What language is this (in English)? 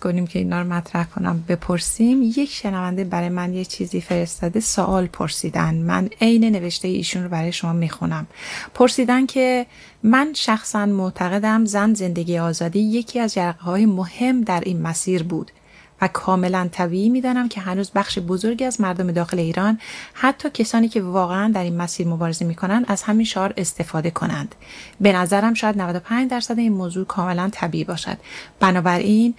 Persian